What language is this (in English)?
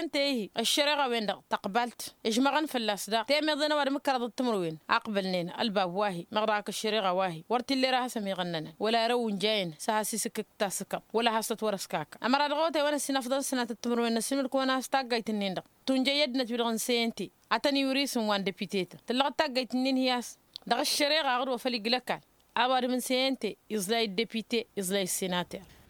Tamasheq